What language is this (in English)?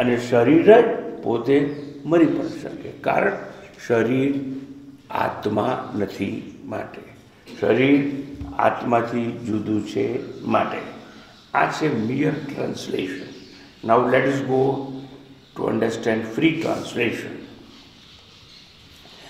Gujarati